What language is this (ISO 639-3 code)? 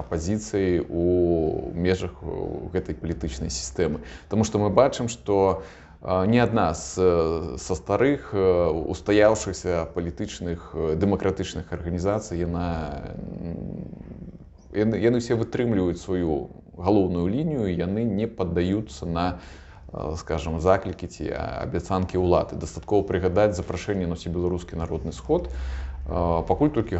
bel